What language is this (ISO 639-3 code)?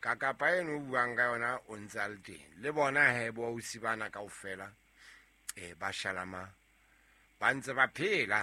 sot